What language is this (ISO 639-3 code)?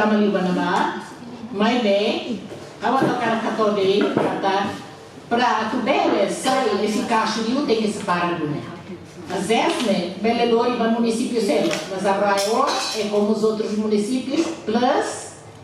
tet